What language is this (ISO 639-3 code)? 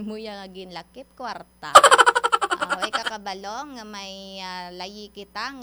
hil